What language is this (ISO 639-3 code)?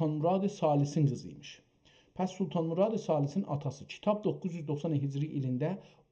azb